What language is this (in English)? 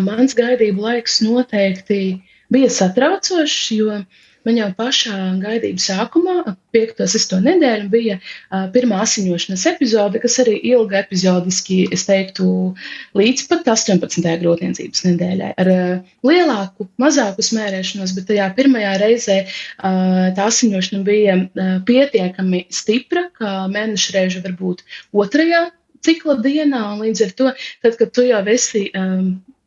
Latvian